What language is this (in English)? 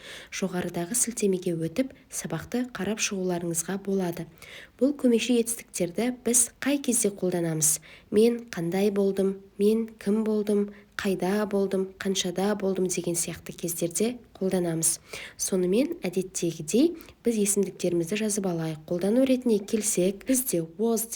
Kazakh